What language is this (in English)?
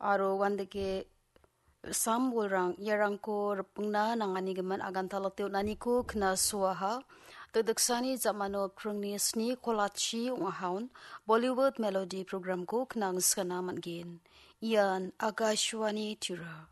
Garo